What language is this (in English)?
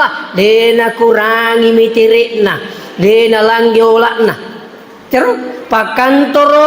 Buginese